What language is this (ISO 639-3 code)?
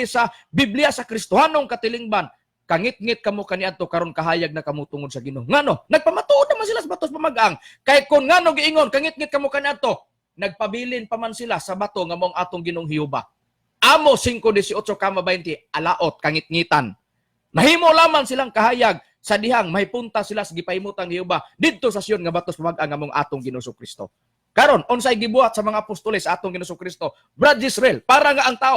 ceb